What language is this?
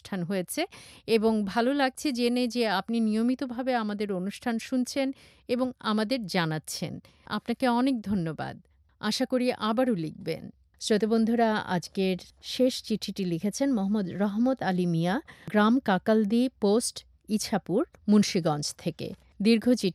Bangla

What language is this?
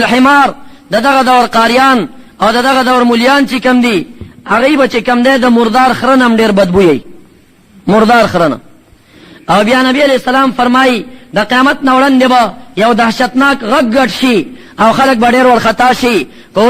Pashto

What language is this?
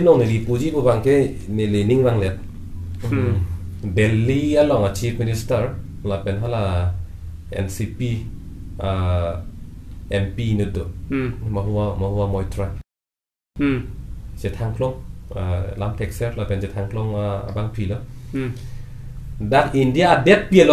Karbi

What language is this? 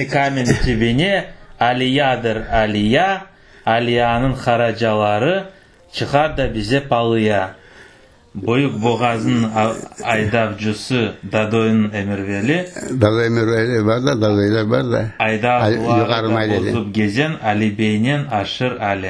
Crimean Tatar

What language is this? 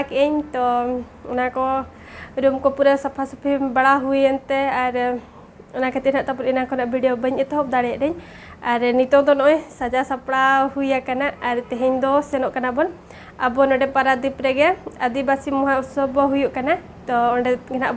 Santali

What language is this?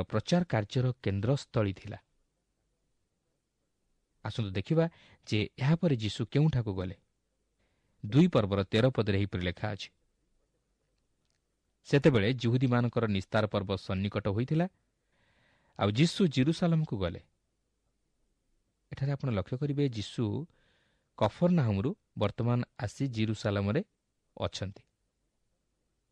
Odia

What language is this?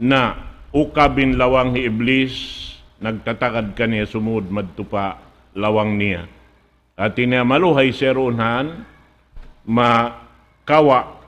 Tausug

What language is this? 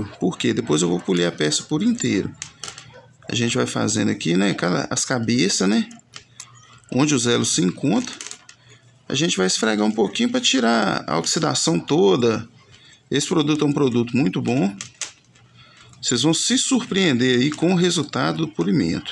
Portuguese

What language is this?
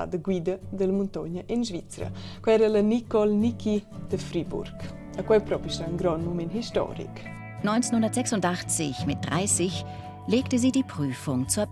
Romansh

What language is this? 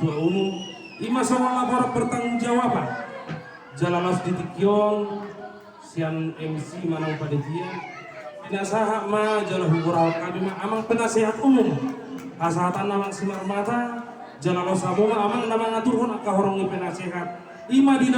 Batak Toba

